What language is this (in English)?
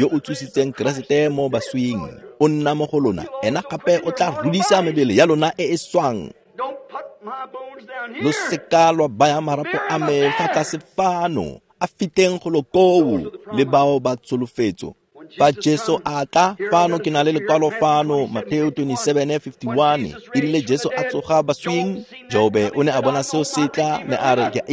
Tswana